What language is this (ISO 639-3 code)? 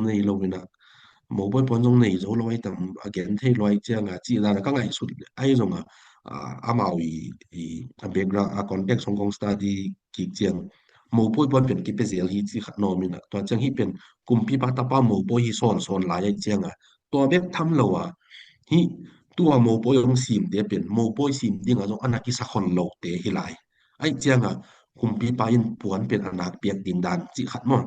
ctd